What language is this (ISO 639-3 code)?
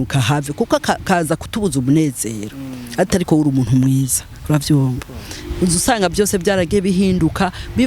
run